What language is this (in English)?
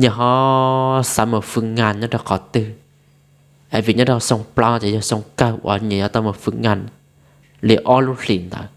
Hmong